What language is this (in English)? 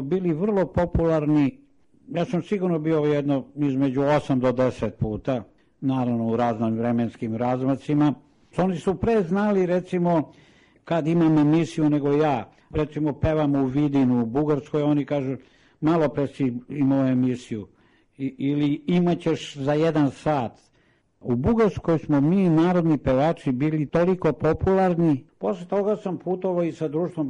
Serbian